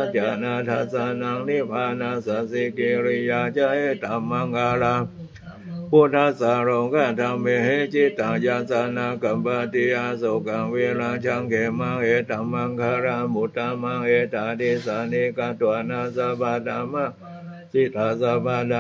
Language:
Pali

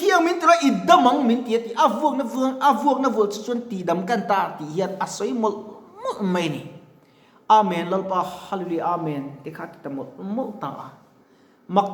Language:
Mizo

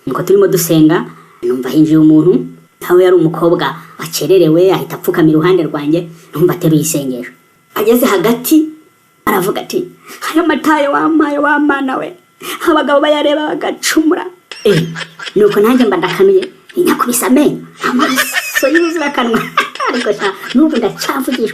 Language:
Kinyarwanda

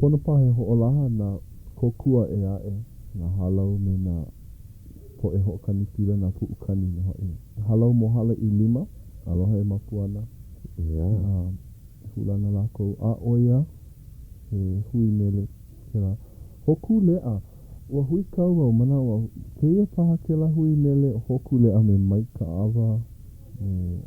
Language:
Hawaiian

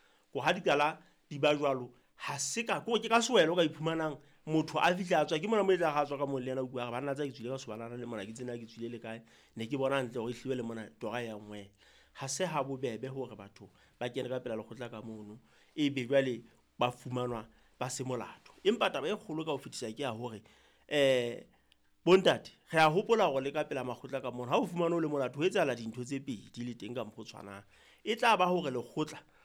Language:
Southern Sotho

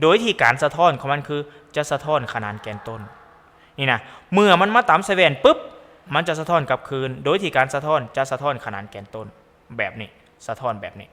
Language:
Lao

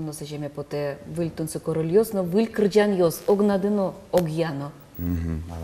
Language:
Udmurt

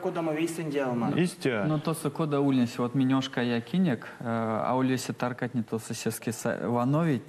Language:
Erzya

